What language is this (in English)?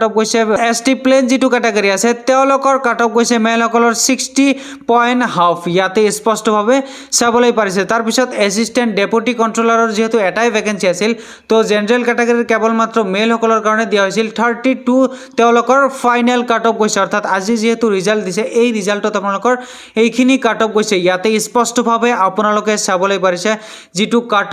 Assamese